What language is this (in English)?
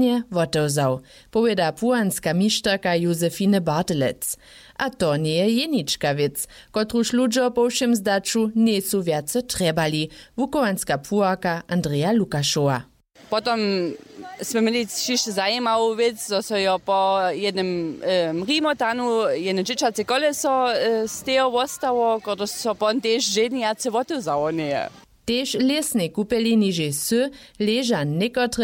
Upper Sorbian